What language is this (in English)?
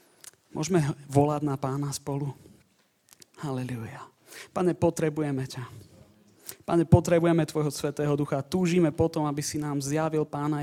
Slovak